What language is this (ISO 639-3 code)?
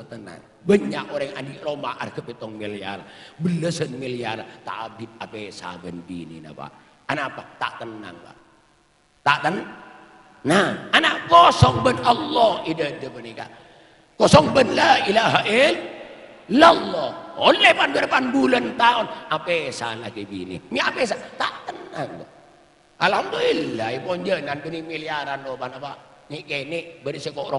mad